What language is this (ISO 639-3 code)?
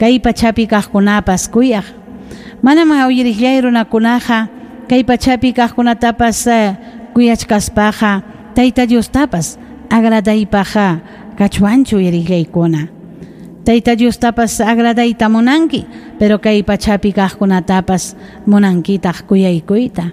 quy